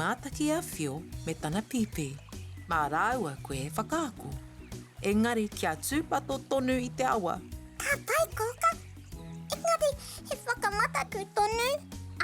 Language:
Māori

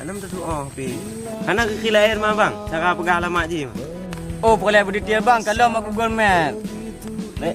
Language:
Achinese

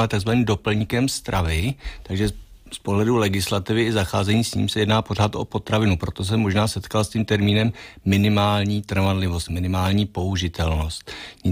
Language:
Czech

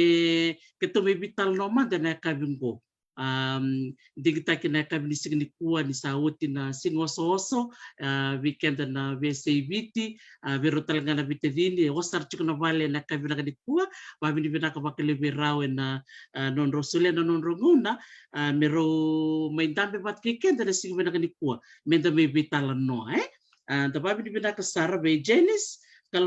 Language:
Fijian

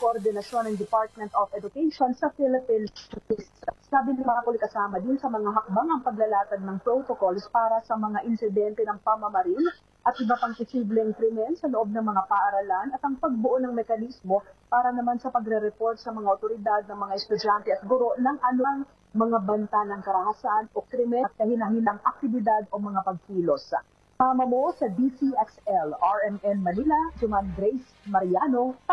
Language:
Filipino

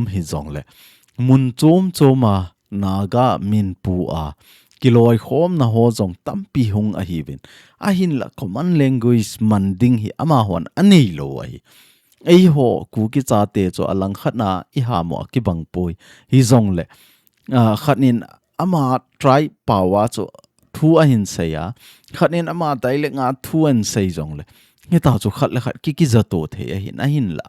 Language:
Thado Chin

